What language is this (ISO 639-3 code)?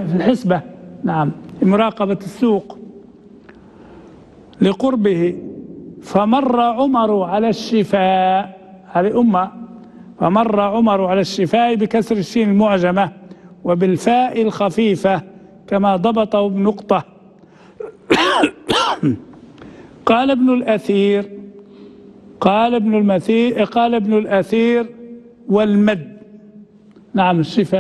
ara